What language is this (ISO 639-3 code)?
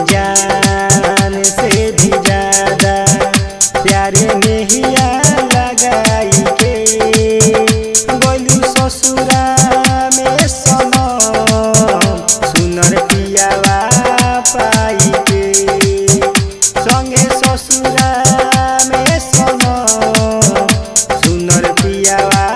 bho